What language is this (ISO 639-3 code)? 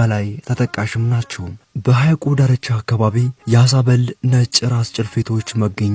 amh